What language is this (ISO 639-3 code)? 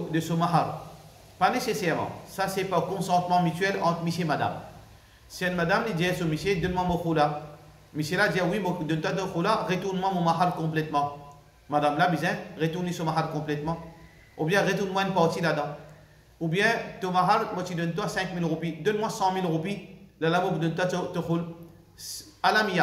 mfe